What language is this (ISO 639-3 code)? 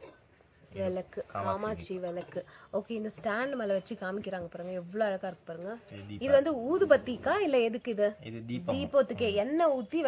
tam